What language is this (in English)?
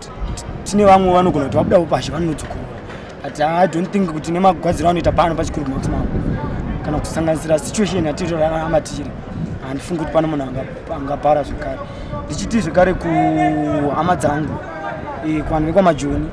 Shona